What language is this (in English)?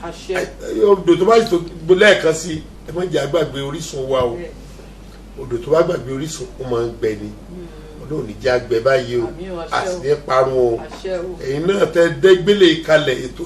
Yoruba